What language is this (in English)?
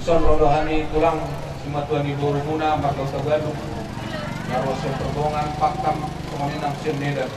Batak Toba